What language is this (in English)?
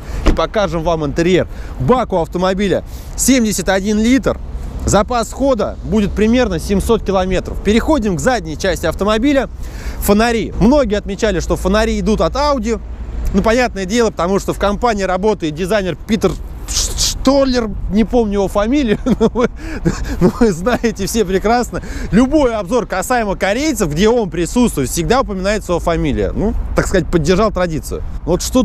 Russian